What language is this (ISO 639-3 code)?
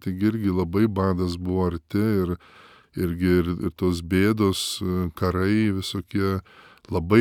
lit